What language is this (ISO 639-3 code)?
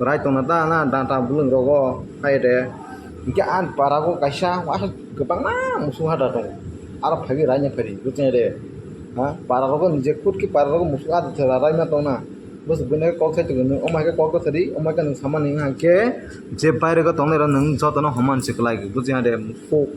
trp